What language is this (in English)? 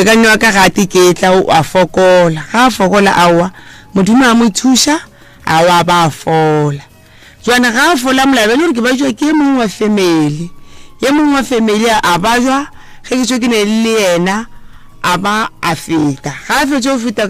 Northern Sotho